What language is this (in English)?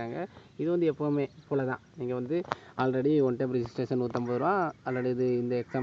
Tamil